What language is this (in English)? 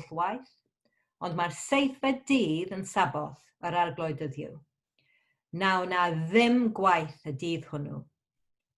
Welsh